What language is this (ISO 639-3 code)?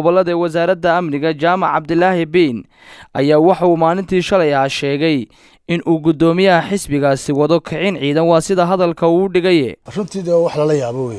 som